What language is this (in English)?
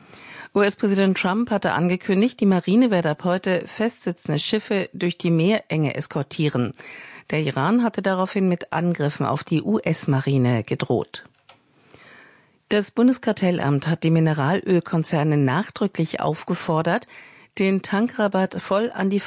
German